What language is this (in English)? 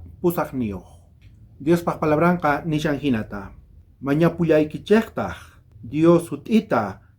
South Bolivian Quechua